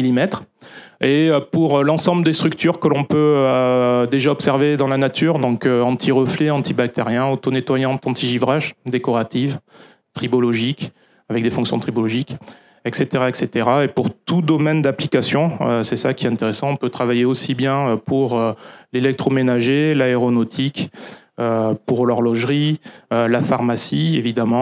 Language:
French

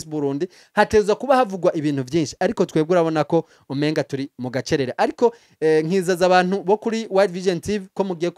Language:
Rundi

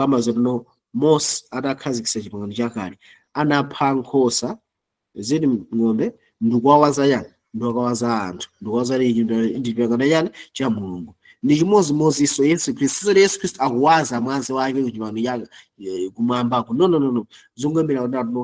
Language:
Nyanja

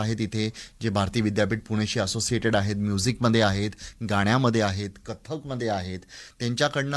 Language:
Marathi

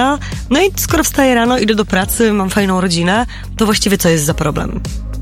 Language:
Polish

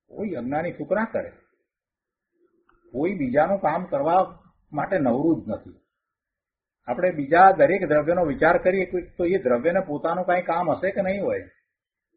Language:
Gujarati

